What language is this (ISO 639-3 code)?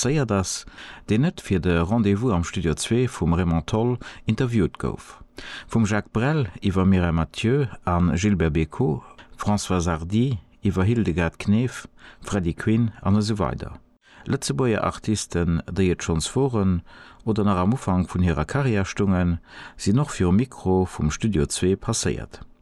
ltz